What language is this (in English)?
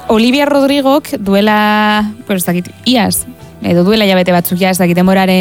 Basque